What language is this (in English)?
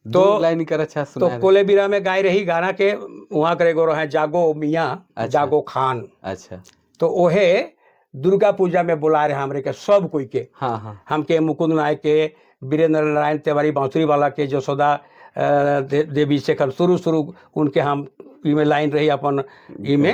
Sadri